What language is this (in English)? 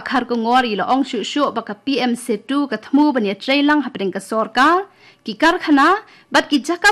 Khasi